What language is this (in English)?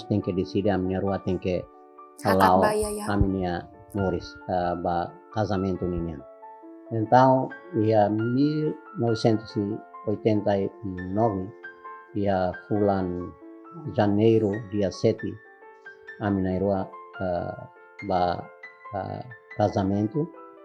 Tetum